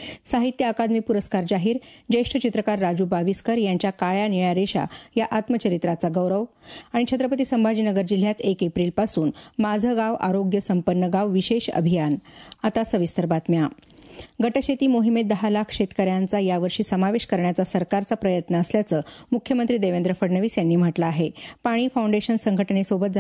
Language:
Marathi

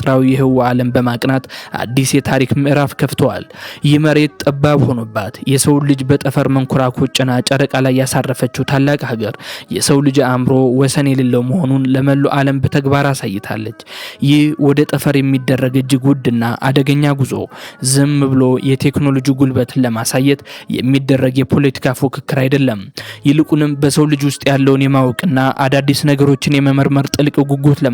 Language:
Amharic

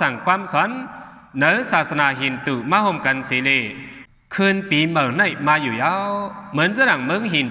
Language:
Shan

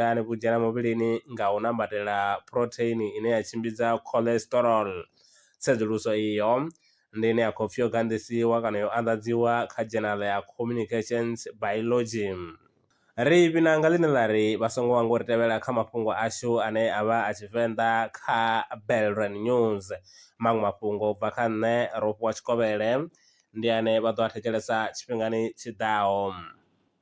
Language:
Venda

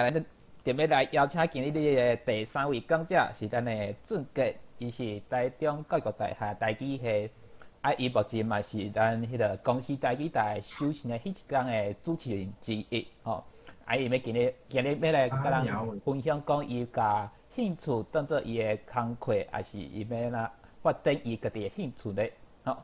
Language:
Min Nan Chinese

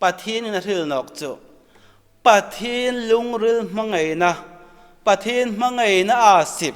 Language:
Hmar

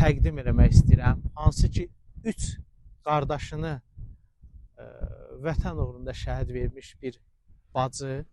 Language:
Azerbaijani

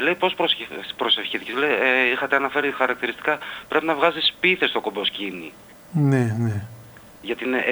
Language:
Greek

